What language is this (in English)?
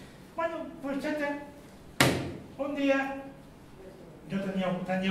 Catalan